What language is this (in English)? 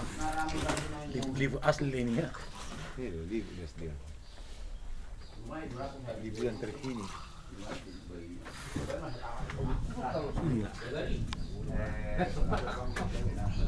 Indonesian